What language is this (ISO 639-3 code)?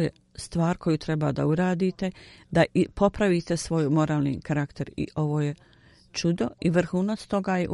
bos